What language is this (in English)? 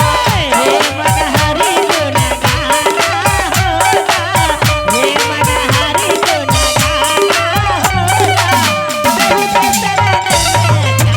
Angika